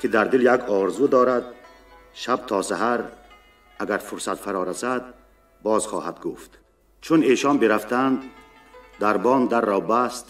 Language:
Tajik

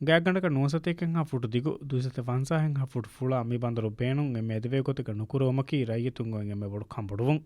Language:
Divehi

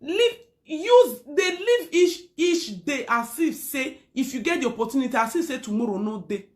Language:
Nigerian Pidgin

